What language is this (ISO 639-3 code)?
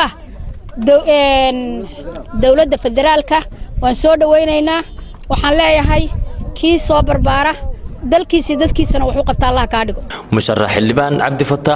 som